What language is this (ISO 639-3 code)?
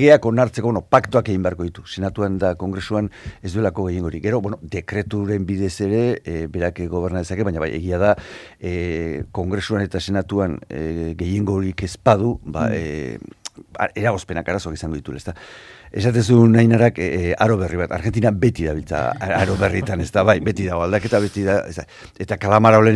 eus